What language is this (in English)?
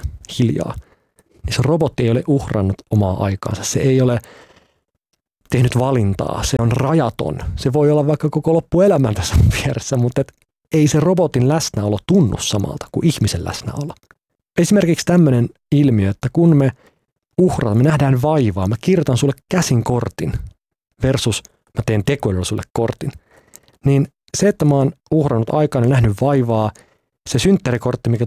Finnish